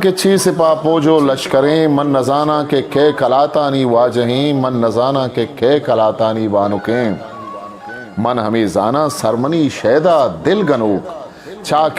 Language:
Eastern Balochi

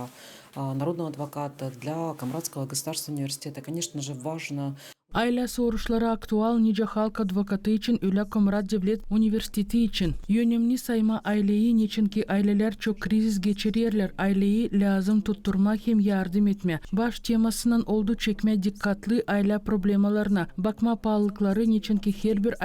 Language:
Gagauz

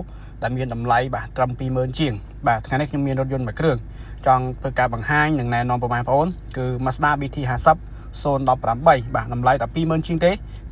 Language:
Khmer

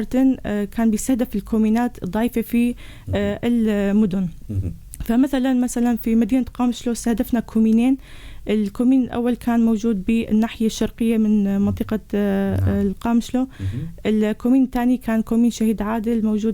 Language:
North Levantine Arabic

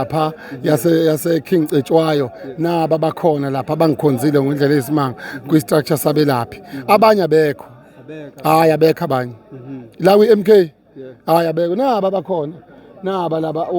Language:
Zulu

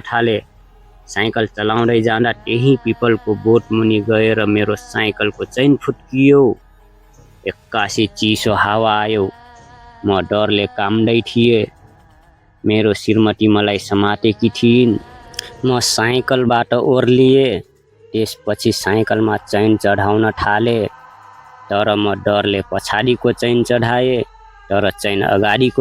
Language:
Nepali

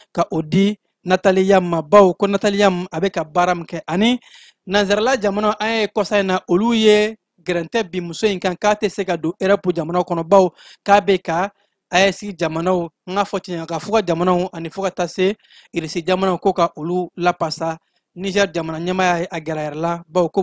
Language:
Bambara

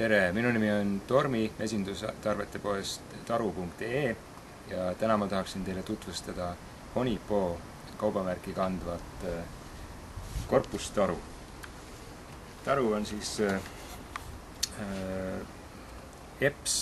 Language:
Estonian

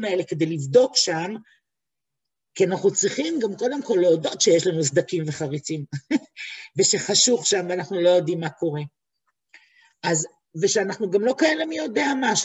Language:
Hebrew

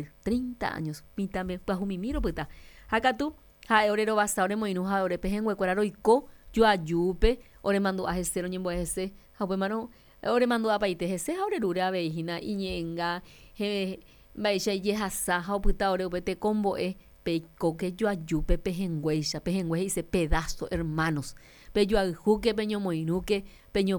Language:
Guarani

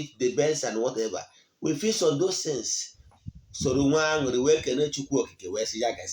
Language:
Igbo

